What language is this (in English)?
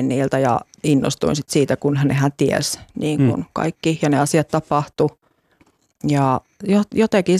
Finnish